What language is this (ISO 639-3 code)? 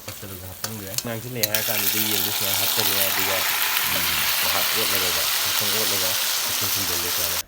mni